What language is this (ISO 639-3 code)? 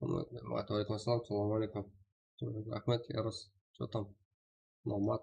kaa